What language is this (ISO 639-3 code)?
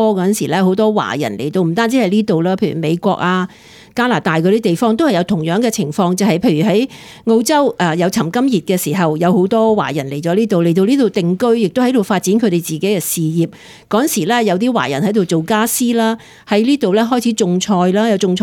yue